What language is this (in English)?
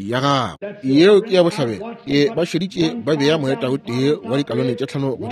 Northern Sotho